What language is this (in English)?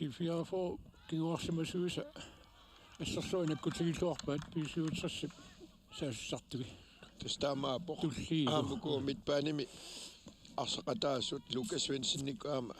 Kalaallisut